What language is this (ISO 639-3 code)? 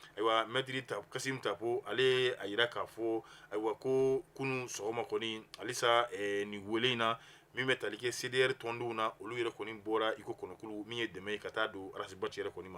bam